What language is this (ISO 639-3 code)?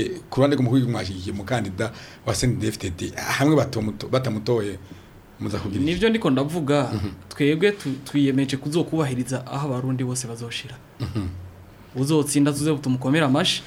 run